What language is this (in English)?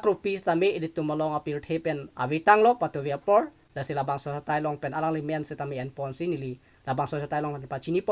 Karbi